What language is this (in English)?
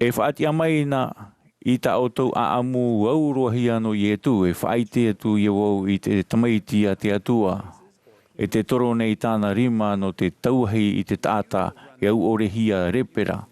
Tahitian